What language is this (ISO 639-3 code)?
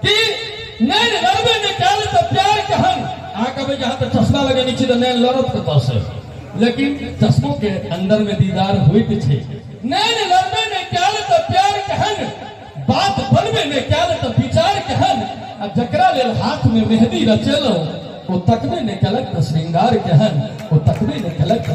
mai